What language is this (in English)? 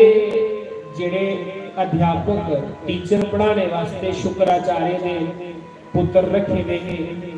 Dogri